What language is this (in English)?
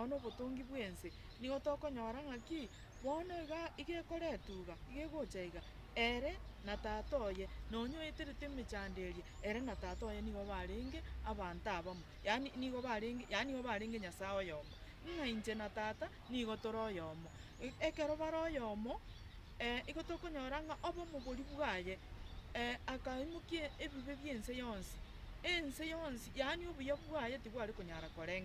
Gusii